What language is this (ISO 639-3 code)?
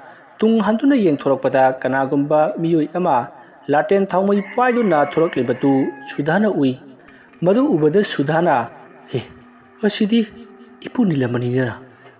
mni